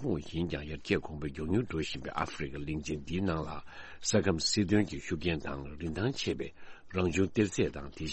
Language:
Tibetan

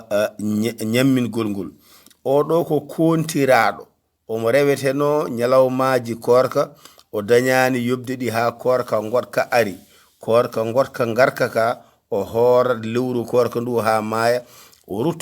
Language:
Fula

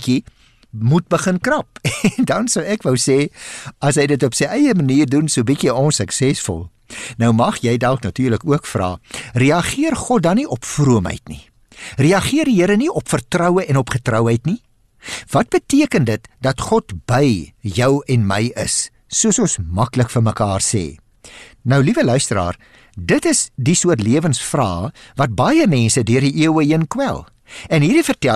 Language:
Afrikaans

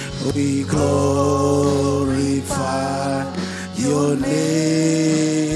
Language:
Marshallese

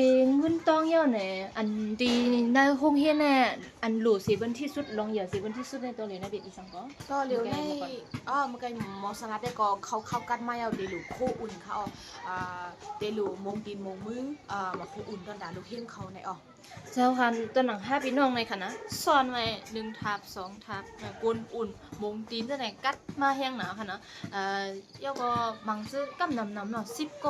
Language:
Shan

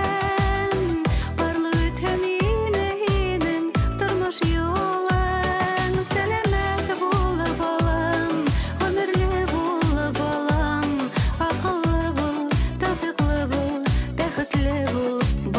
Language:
Bashkir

